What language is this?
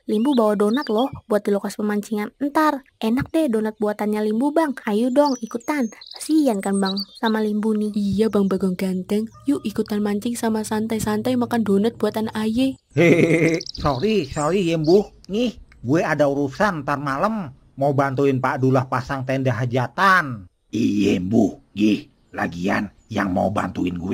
Betawi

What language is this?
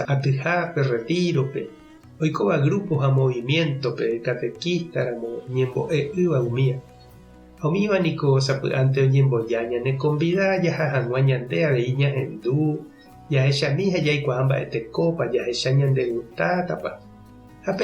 Guarani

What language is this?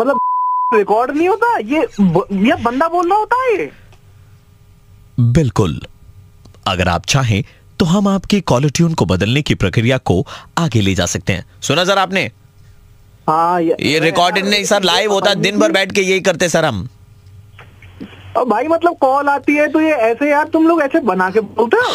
Hindi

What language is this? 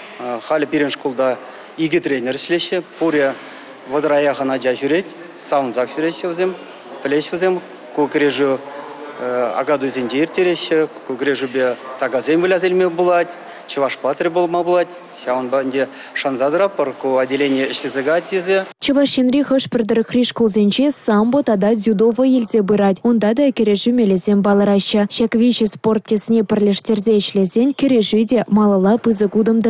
Chuvash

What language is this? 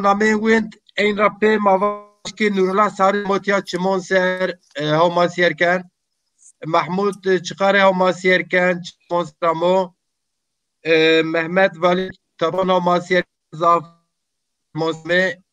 Zaza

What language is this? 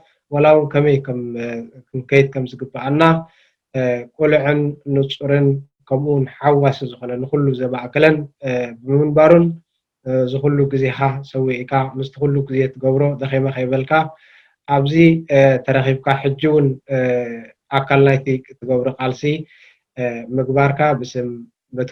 Tigrinya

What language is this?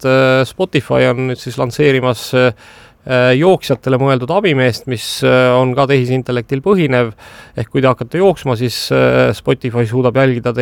Estonian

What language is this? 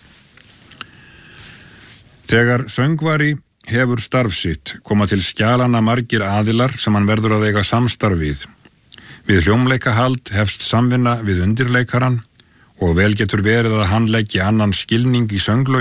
Icelandic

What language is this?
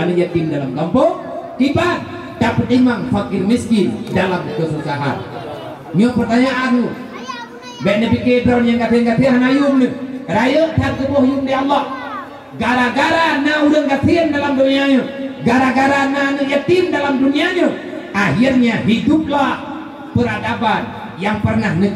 Achinese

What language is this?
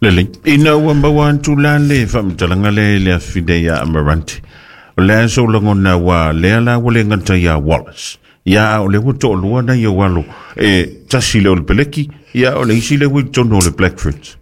Samoan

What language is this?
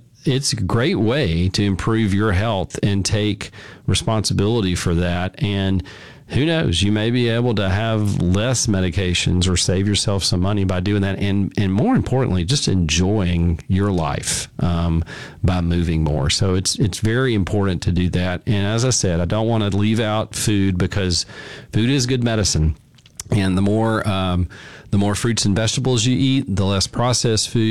English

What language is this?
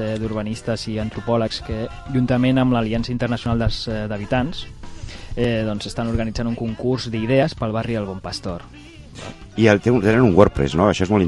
Catalan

